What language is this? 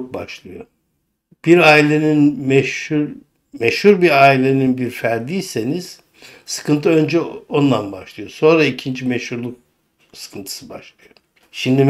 Turkish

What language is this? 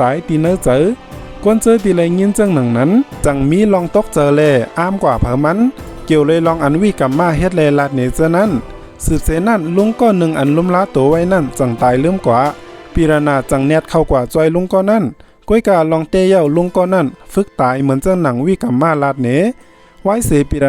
Shan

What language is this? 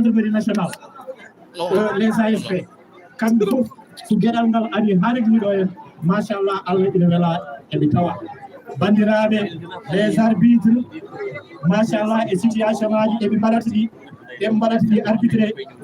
Fula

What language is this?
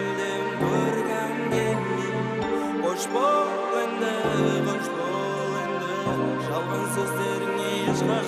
Kazakh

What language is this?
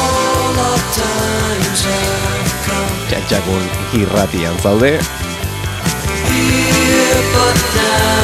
Basque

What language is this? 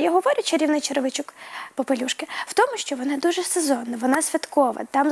Ukrainian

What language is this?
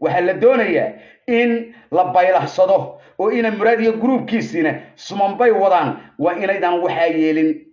Somali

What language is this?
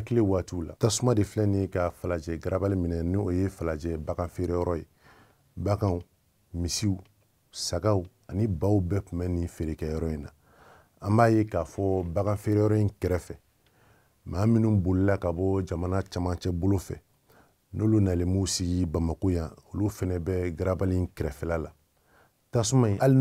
Bambara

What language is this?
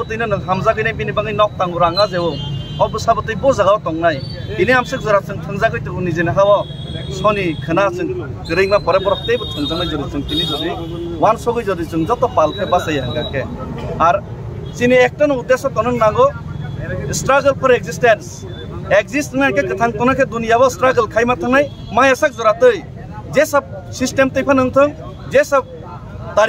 Kok Borok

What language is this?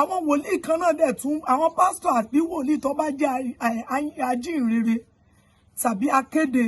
Yoruba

